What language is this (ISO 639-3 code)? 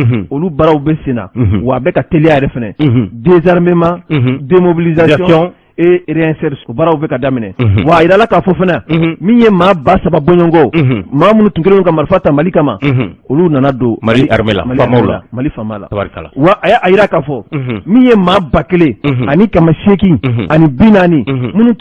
bam